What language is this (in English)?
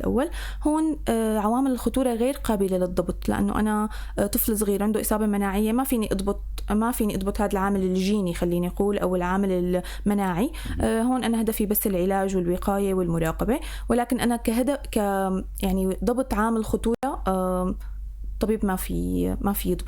North Levantine Arabic